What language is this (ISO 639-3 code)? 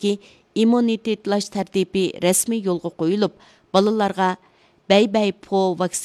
uig